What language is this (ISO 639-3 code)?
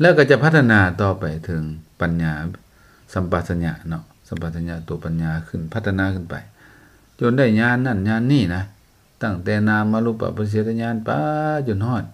lao